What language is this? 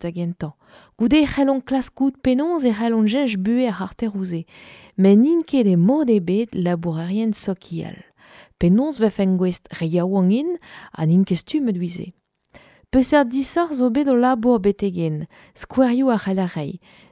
Breton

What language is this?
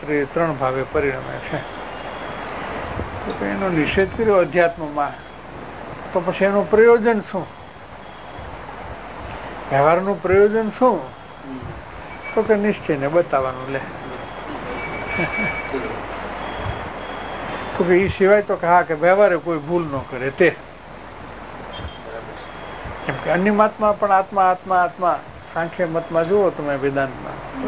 Gujarati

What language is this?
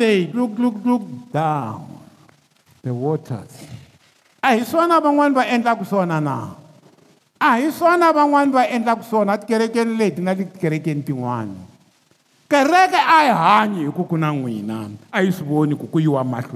Tsonga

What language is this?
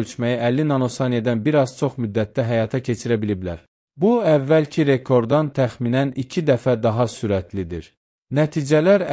Azerbaijani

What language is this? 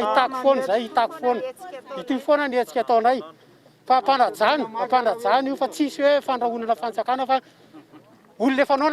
Malagasy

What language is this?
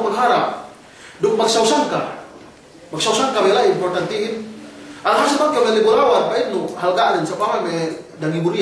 Yakan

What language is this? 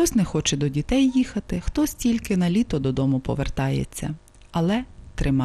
Ukrainian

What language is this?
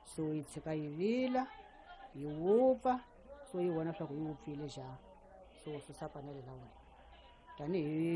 Tsonga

